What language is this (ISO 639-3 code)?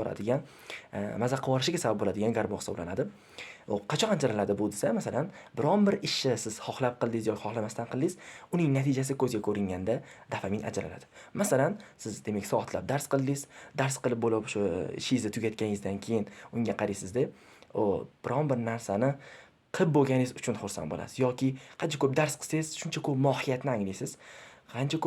uzb